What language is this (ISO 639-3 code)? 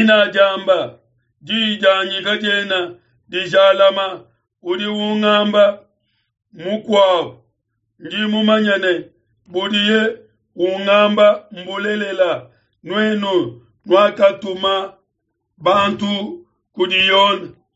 lua